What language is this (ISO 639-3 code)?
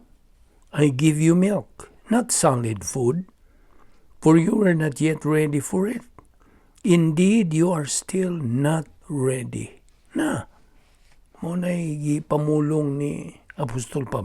ceb